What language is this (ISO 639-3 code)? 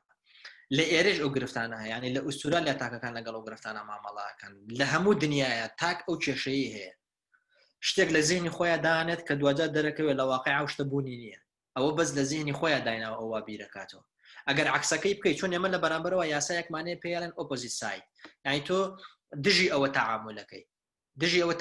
ckb